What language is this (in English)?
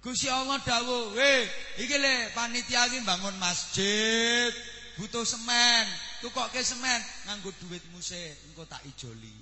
Javanese